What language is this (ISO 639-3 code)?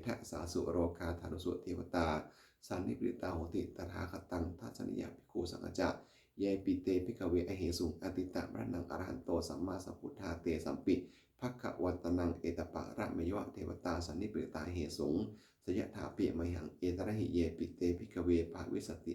pli